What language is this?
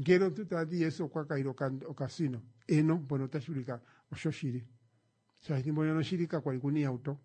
Kuanyama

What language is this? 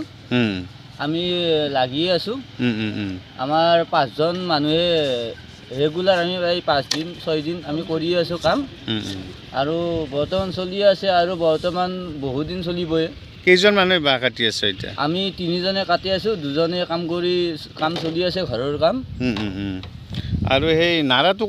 Assamese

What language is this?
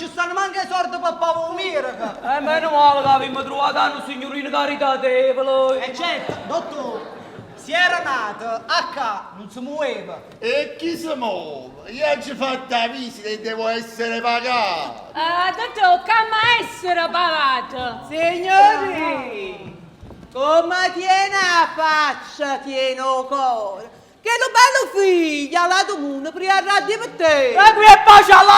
Neapolitan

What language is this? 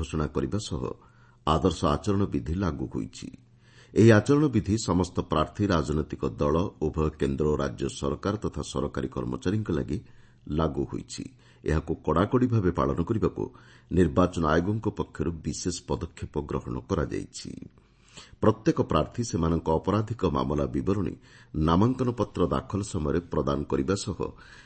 Odia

